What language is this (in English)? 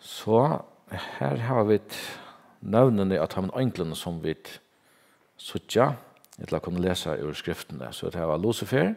Faroese